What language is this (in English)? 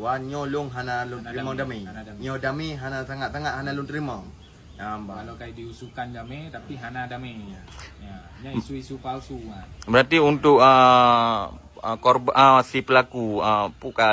Achinese